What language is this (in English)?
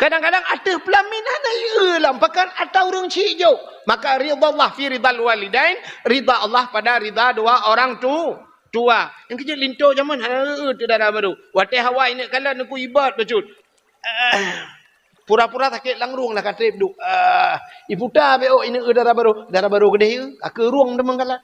Achinese